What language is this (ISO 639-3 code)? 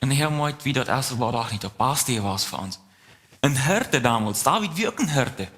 pdt